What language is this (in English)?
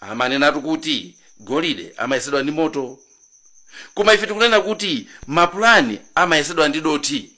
Nyanja